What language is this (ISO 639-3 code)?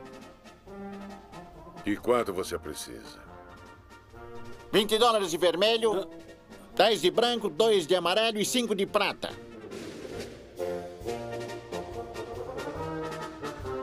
por